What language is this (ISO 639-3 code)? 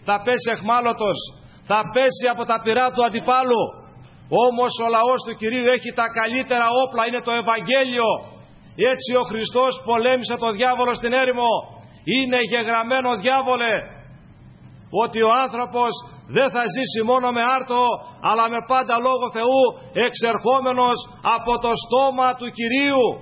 ell